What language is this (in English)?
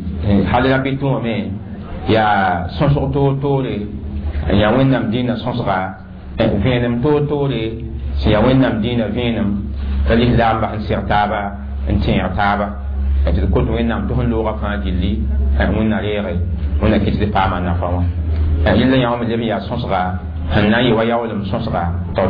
Mossi